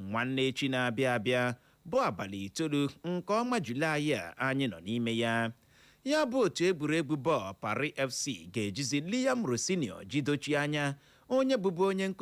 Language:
Igbo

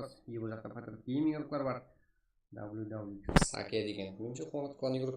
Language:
Kara-Kalpak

